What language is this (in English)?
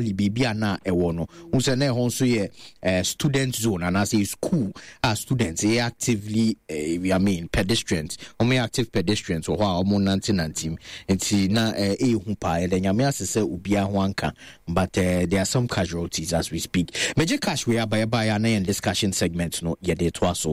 Akan